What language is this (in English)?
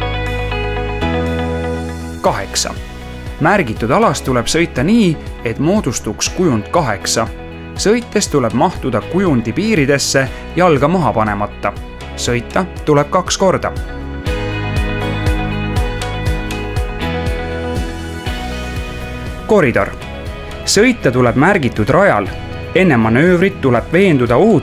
Estonian